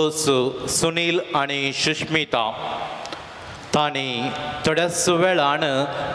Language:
Konkani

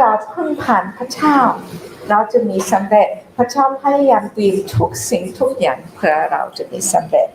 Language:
Akha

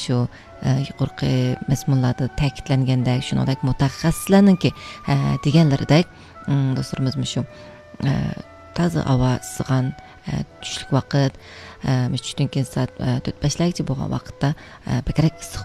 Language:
Uyghur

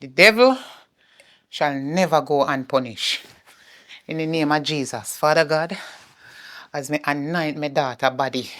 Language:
Jamaican Creole English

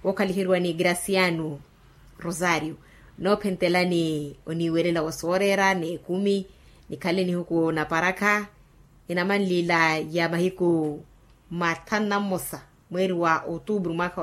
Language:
Makhuwa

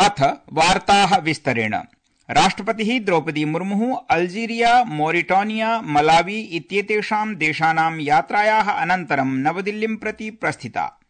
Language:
Sanskrit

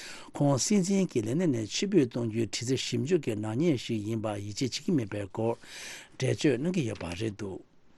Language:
Tibetan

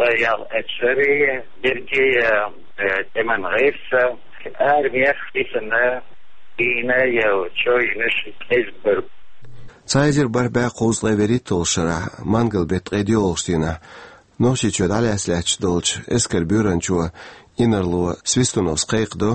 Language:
Chechen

